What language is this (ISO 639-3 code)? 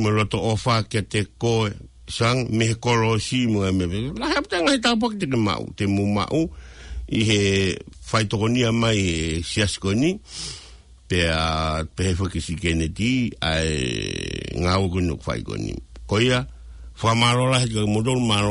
ton